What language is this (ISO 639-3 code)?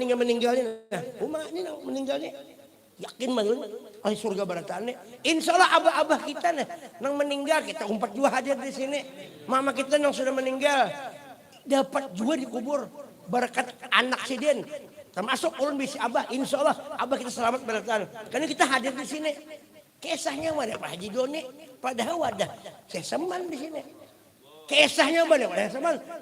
bjn